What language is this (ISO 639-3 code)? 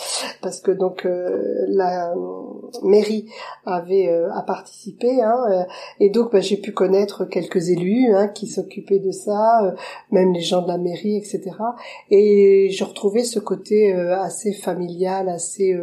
fra